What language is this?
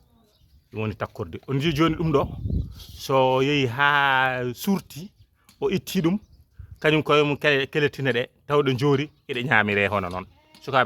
Fula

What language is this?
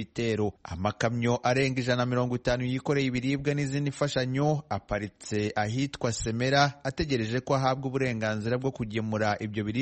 Kinyarwanda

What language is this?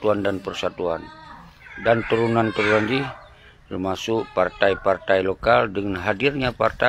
Achinese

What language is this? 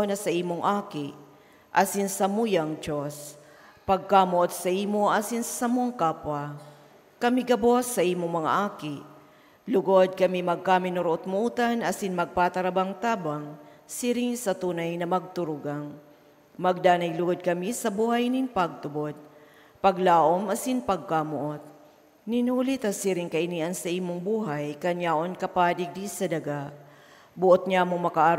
Bikol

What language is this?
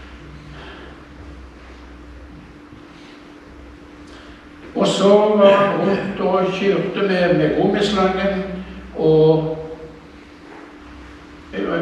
Norwegian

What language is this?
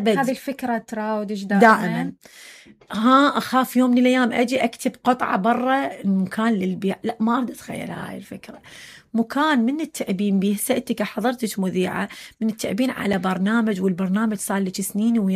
Mesopotamian Arabic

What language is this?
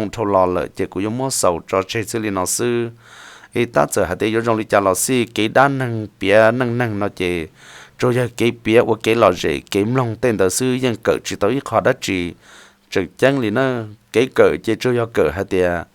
Hmong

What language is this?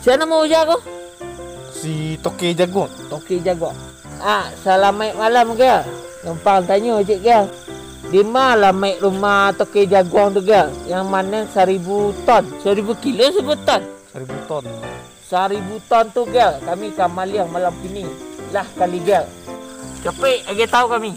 Minangkabau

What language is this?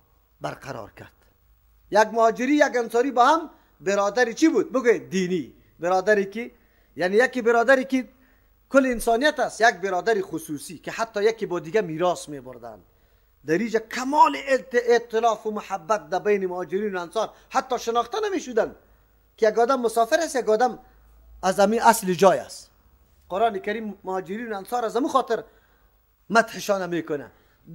Persian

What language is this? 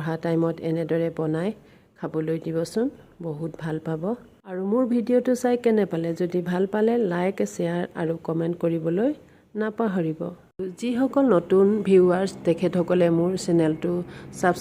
Assamese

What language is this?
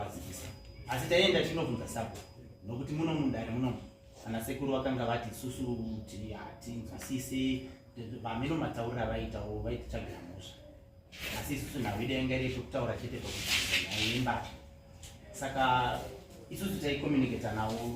Shona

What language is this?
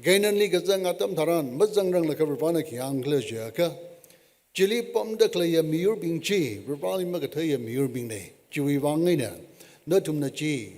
Tangkhul Naga (India)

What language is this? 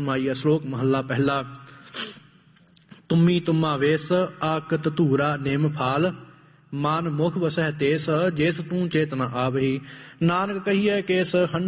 Punjabi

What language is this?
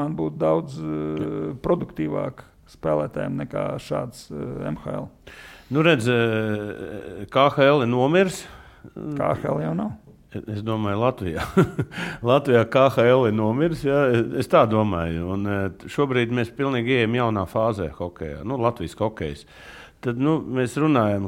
Latvian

